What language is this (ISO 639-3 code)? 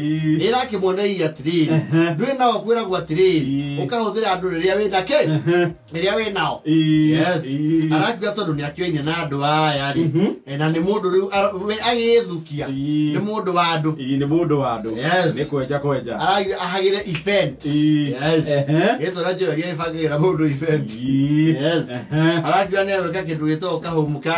kik